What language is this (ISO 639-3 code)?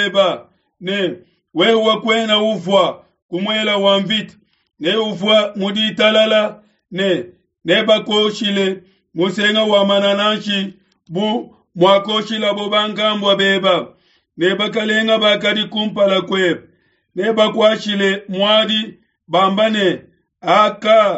lua